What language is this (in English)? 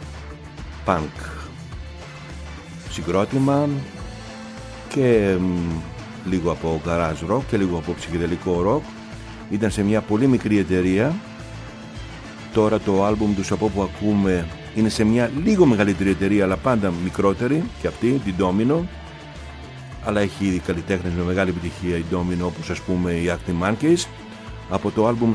Greek